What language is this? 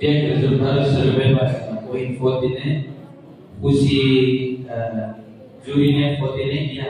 Tetum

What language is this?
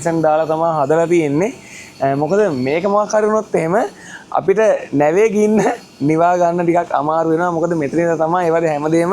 Sinhala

